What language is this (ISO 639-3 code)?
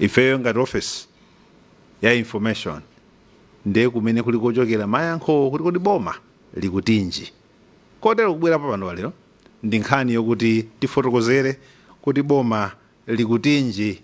nya